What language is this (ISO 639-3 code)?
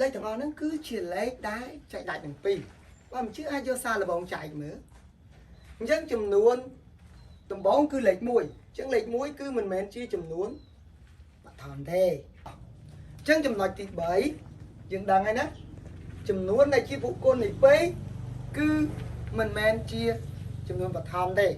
khm